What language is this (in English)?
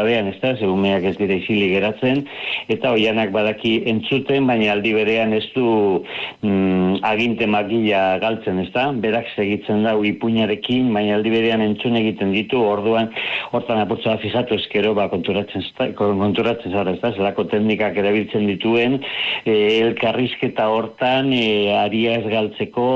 Basque